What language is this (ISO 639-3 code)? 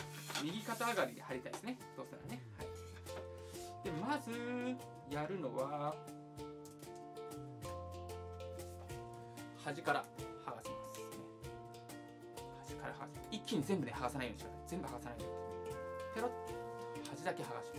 jpn